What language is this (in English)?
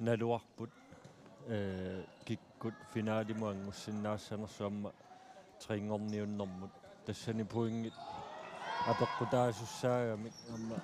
Kalaallisut